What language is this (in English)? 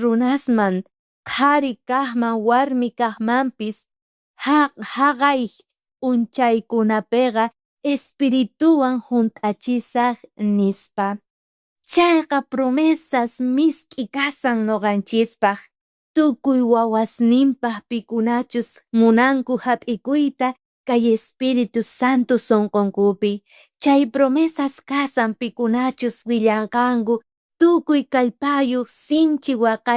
South Bolivian Quechua